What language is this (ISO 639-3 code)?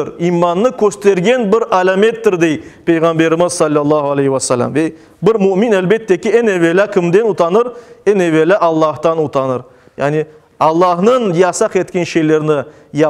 crh